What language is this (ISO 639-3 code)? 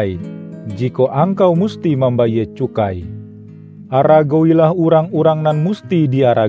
min